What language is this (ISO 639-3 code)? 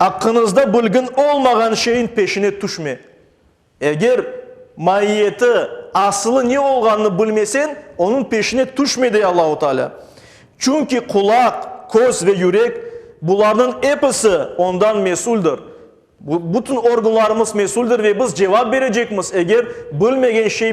crh